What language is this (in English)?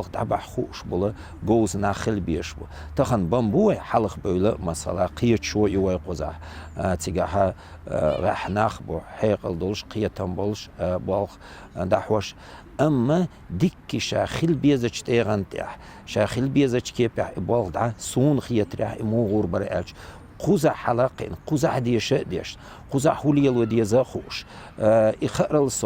Chechen